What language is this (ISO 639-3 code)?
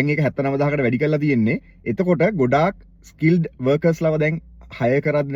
sin